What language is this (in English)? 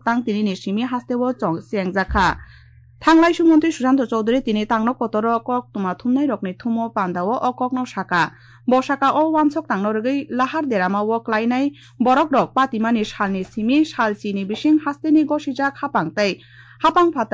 Kok Borok